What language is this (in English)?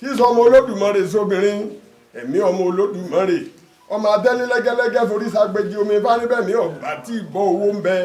Yoruba